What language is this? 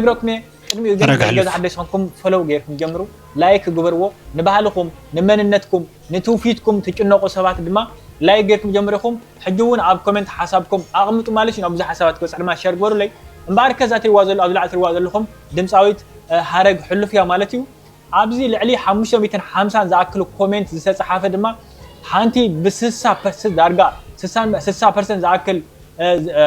Tigrinya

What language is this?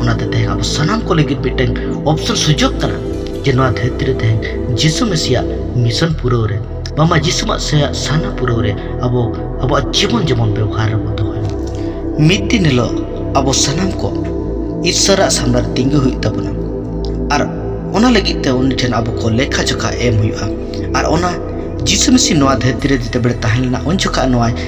Santali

